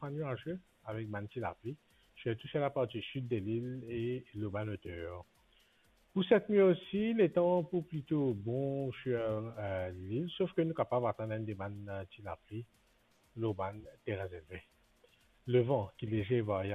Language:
Morisyen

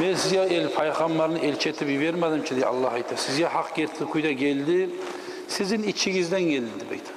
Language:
Kumyk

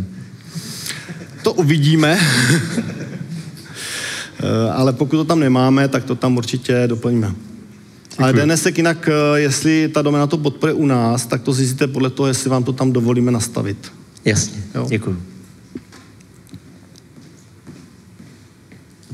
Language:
Czech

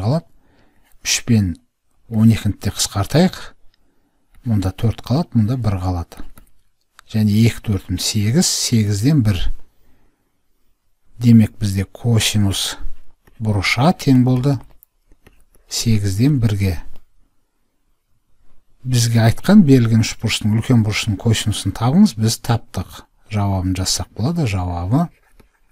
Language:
Kazakh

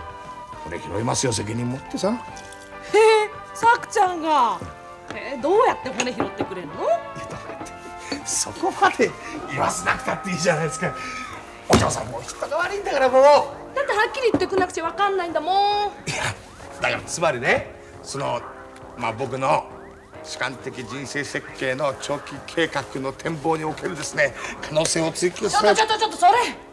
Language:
Japanese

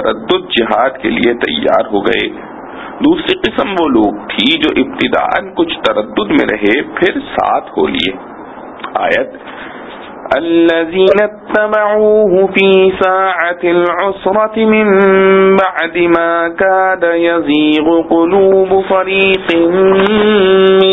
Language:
Urdu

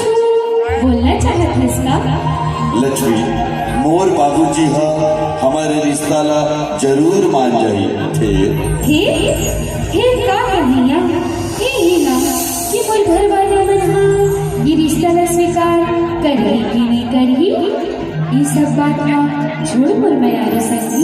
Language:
Chhattisgarhi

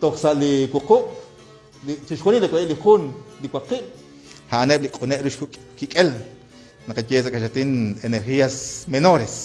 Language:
Kekchí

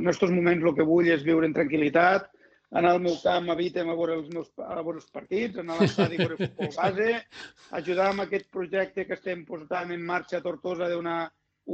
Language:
Catalan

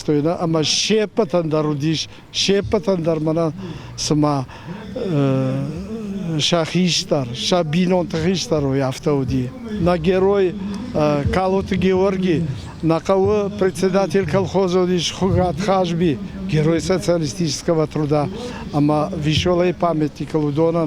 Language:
Ossetic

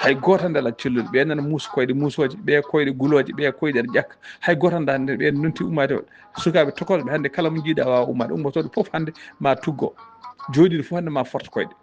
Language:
Fula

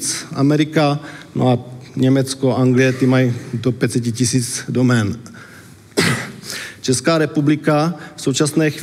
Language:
Czech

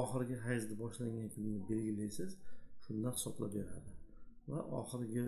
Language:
Uzbek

